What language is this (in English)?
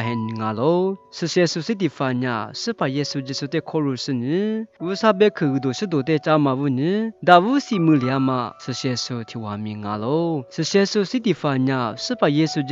Lisu